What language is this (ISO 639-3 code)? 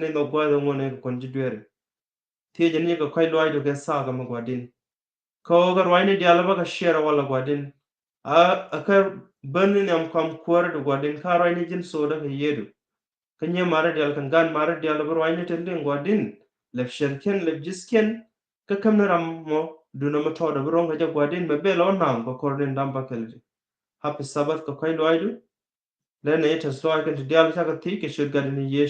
nus